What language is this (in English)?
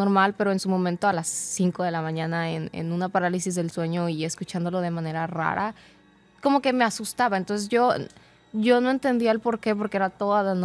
Spanish